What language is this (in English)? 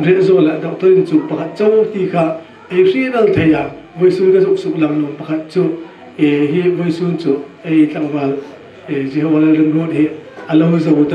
Hmar